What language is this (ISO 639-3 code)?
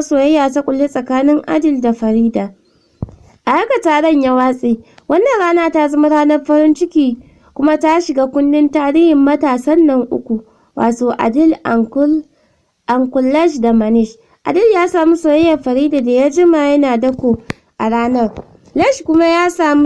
hau